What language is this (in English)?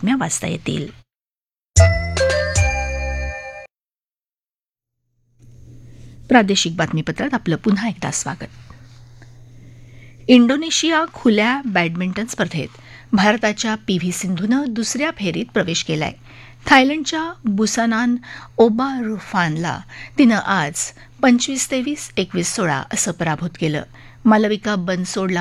Marathi